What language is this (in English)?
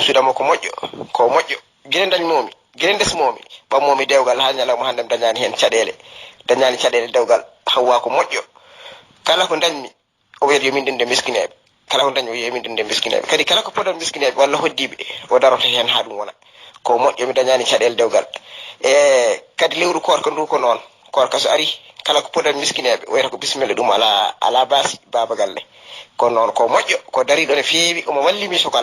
Fula